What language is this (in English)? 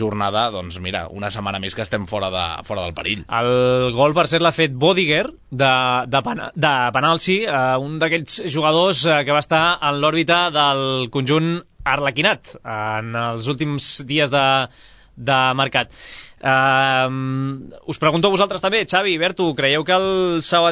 Catalan